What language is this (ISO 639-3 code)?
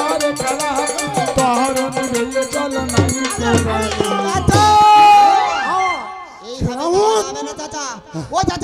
ben